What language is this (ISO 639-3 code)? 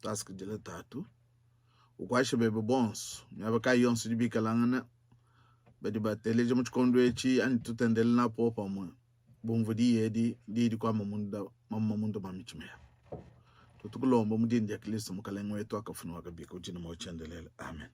lua